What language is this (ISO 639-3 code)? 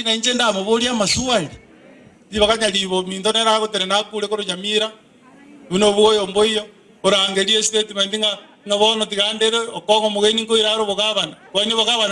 guz